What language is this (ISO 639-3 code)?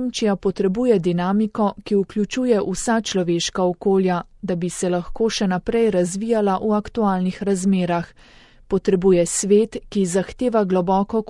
slv